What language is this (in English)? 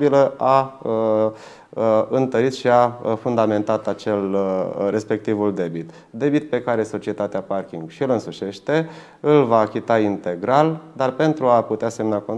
Romanian